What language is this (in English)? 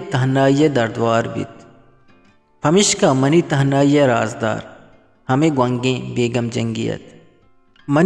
Eastern Balochi